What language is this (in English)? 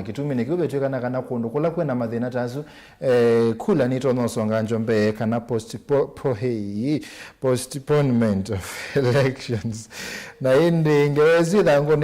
Kamba